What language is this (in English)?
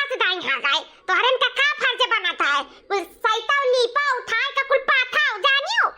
Awadhi